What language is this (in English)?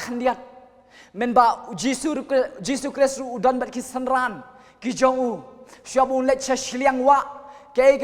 Khasi